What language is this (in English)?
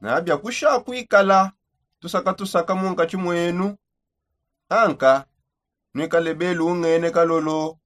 Songe